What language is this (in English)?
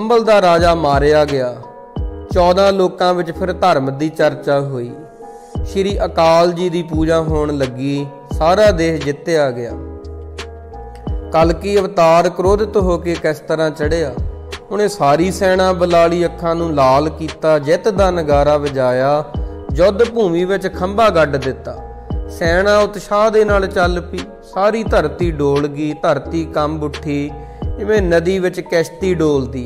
Punjabi